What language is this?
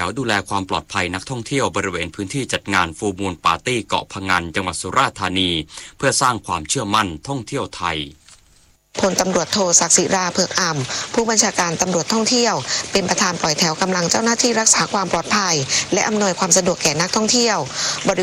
Thai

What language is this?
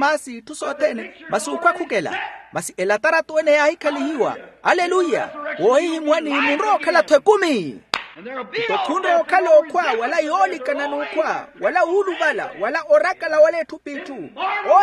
Makhuwa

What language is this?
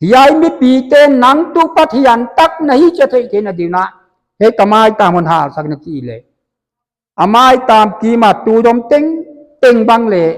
Paite Chin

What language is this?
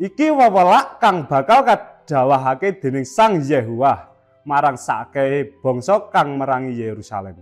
Javanese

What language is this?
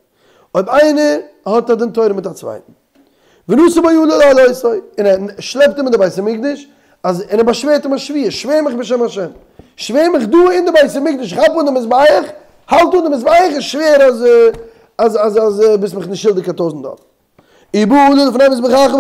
Yiddish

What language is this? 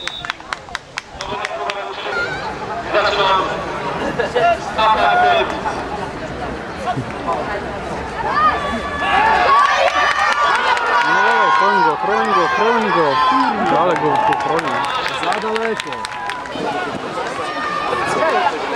Polish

